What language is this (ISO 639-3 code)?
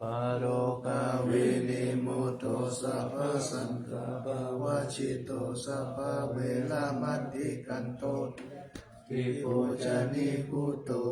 pli